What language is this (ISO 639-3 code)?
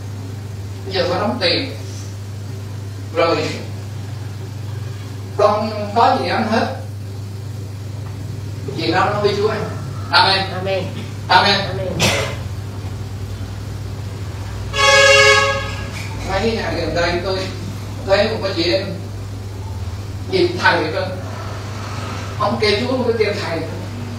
vie